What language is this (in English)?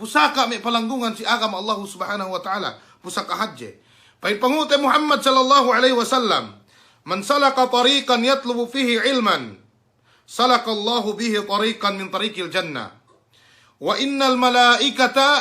Yakan